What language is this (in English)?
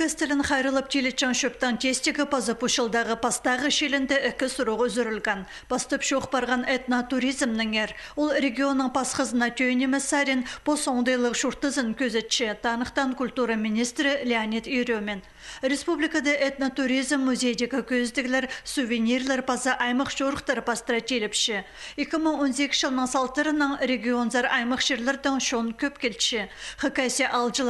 Khakas